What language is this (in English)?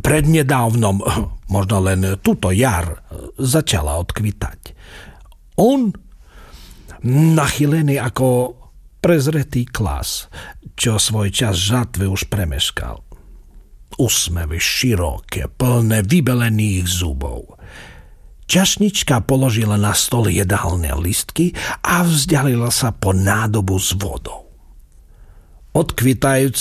Slovak